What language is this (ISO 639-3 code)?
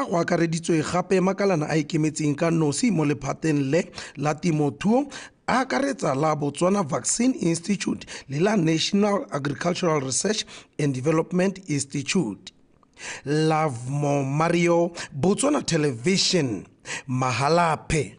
tsn